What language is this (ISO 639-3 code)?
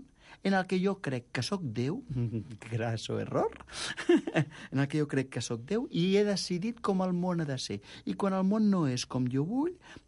cat